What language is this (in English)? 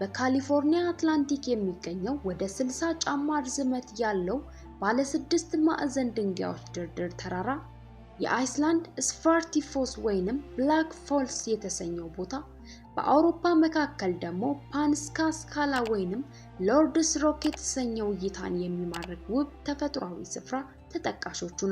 Amharic